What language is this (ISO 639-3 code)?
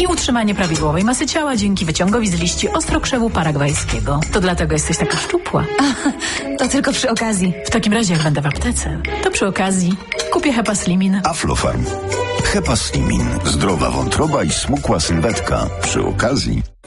pol